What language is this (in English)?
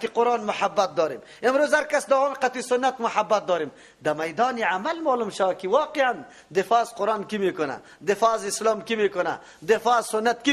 Persian